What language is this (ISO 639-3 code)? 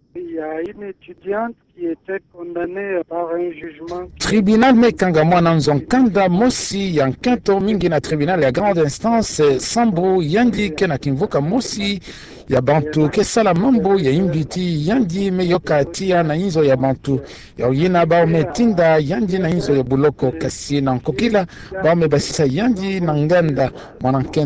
ktu